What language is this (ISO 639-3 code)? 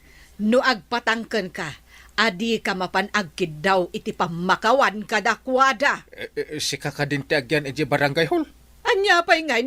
ilo